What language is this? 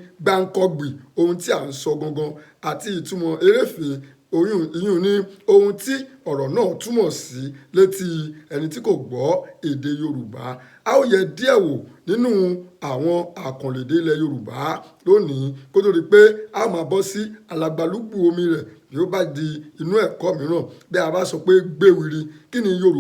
Yoruba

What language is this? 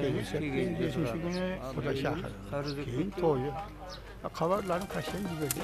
Kara-Kalpak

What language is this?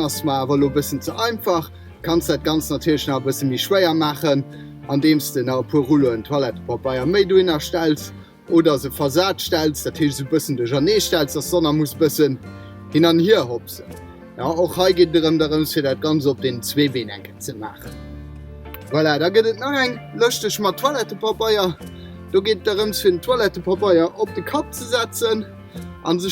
Luxembourgish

